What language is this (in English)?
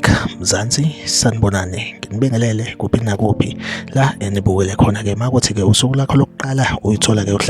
Zulu